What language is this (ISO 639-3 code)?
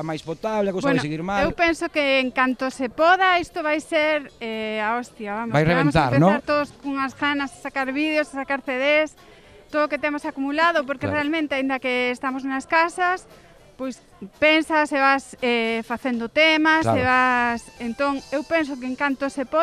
glg